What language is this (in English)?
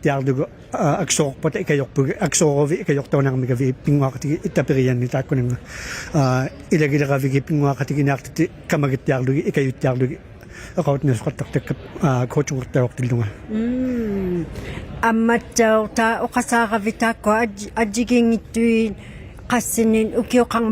Inuktitut